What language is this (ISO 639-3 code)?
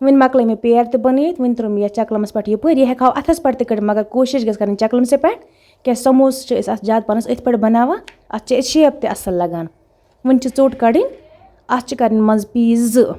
kas